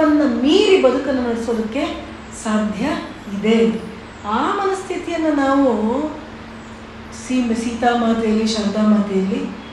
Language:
Kannada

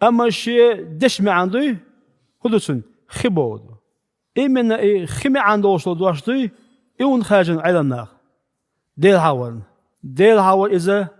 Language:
Chechen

